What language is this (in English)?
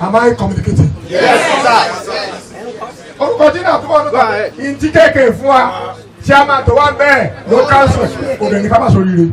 Yoruba